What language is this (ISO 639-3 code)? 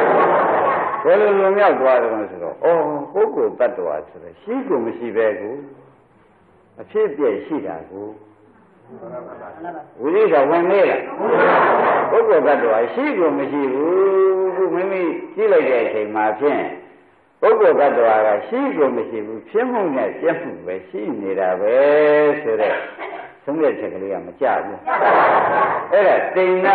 mya